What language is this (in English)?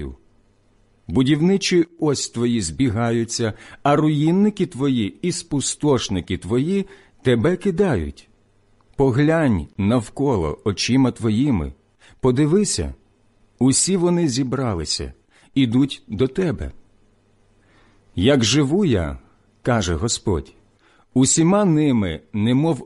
Ukrainian